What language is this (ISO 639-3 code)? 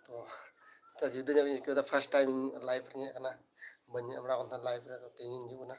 sat